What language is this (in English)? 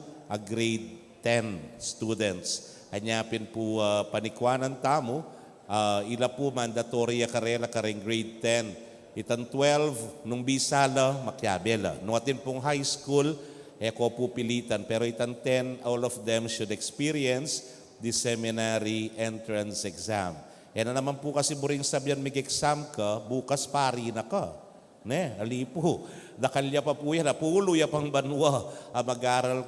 Pampanga